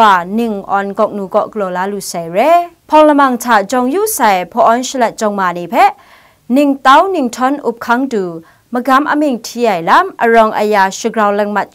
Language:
Kachin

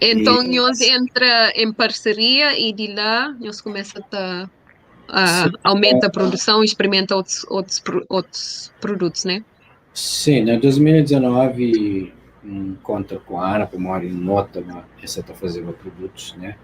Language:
Kabuverdianu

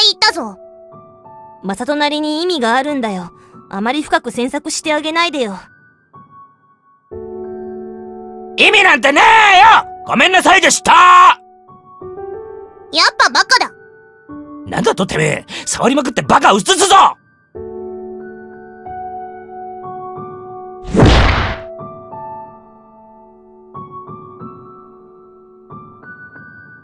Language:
Japanese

